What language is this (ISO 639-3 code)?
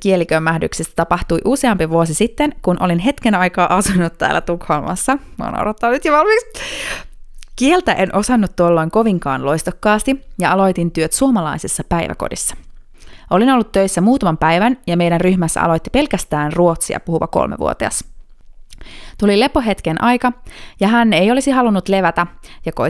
fin